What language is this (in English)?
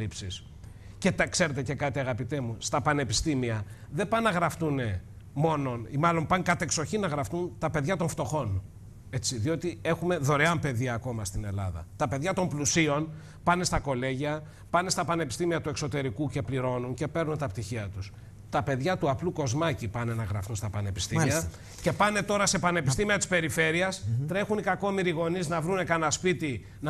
Greek